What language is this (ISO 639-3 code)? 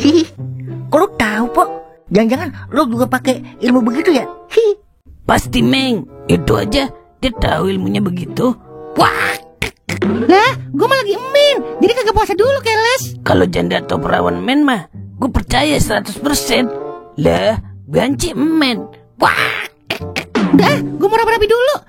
bew